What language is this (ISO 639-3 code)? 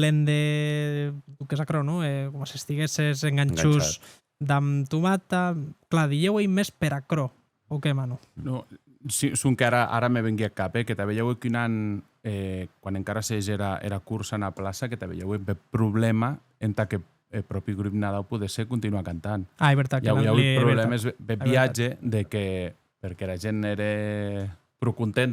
oci